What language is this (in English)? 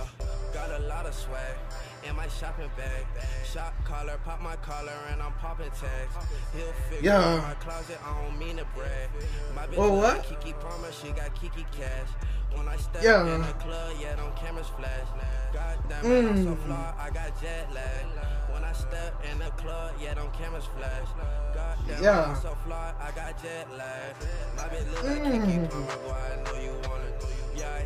English